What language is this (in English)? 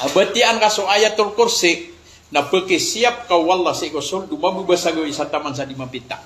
Maranao